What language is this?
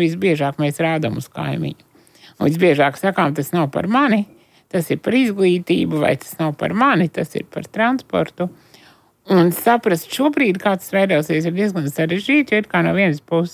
Latvian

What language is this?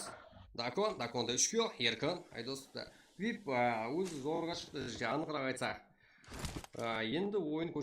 Kara-Kalpak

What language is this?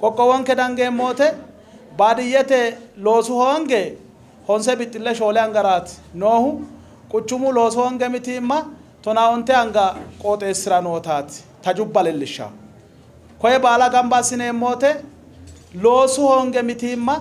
Sidamo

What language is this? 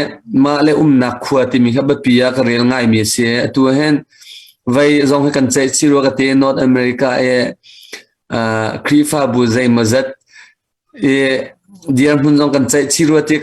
Hakha Chin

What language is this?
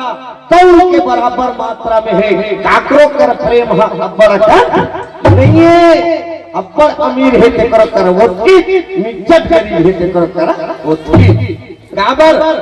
Chhattisgarhi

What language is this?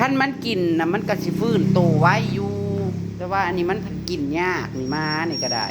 Northeastern Thai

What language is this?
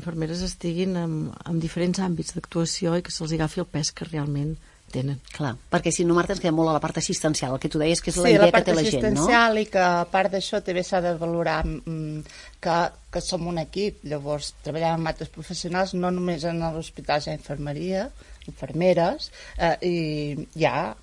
Catalan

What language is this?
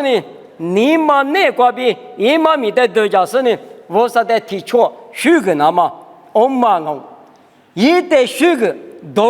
Lisu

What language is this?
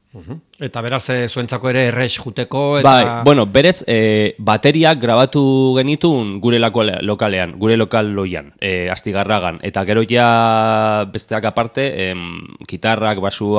Basque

